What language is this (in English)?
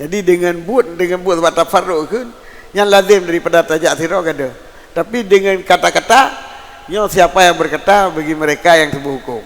Achinese